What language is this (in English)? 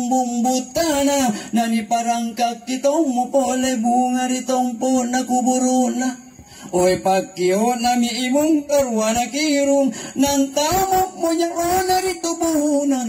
Makasar